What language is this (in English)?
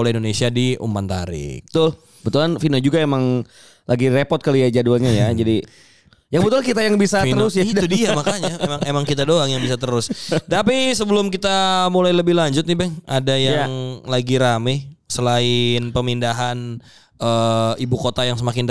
Indonesian